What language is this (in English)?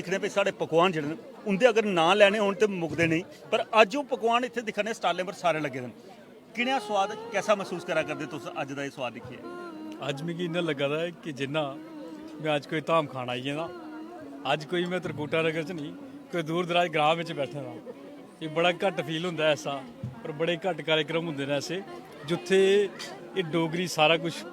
Dogri